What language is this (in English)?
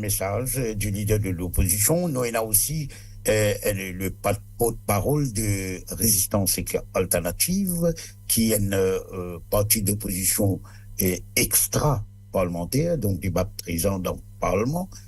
Morisyen